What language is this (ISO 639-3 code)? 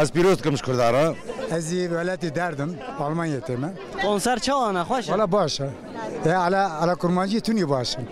kur